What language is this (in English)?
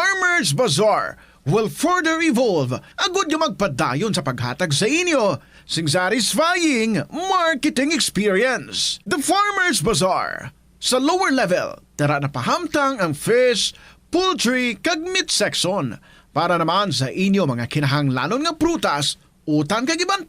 Hiligaynon